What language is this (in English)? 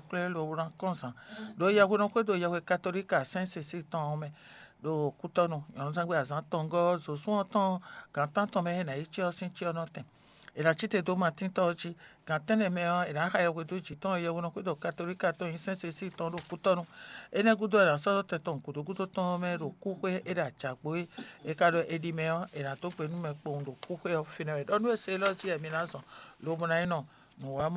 Fon